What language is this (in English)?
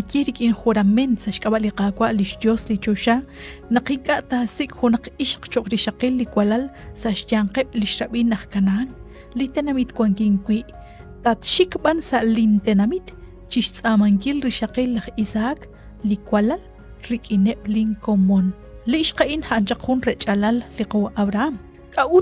Kekchí